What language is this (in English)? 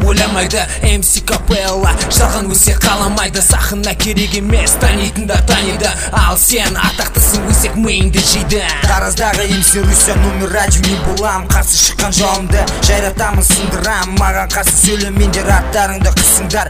Kazakh